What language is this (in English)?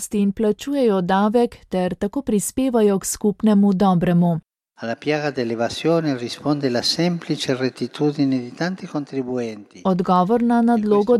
Slovenian